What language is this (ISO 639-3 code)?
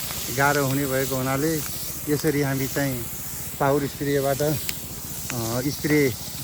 nep